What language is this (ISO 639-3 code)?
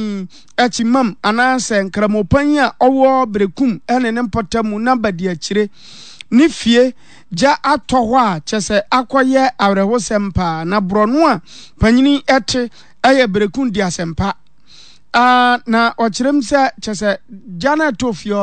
aka